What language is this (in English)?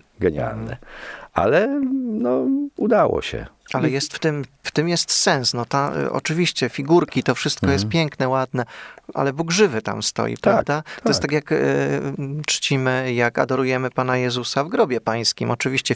Polish